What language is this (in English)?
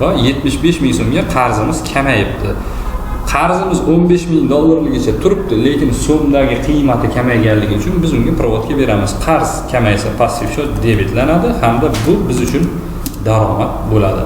Uzbek